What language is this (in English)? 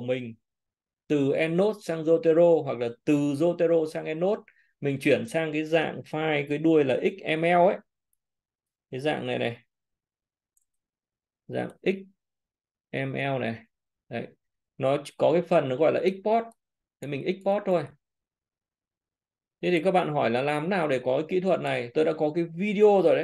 Vietnamese